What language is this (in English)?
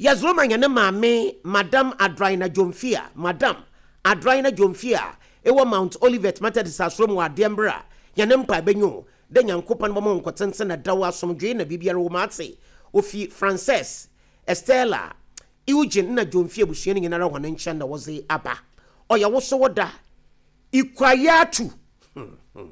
Akan